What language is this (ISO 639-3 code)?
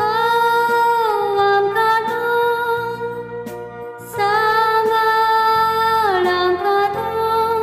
kok